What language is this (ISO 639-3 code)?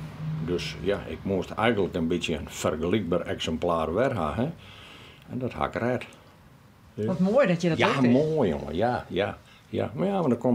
fry